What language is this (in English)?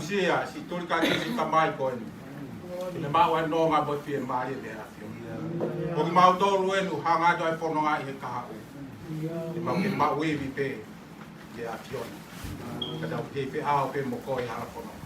Tongan